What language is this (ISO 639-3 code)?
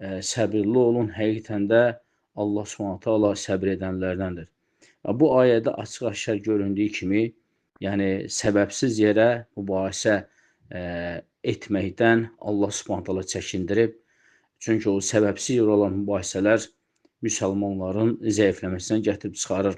aze